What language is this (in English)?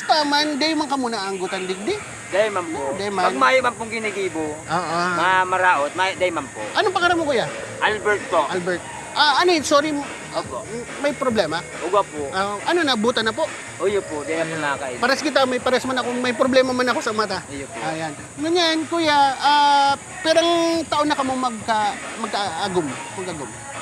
Bikol